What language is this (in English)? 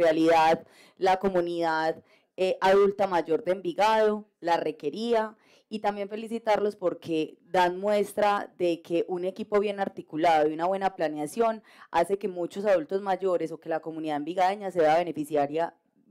Spanish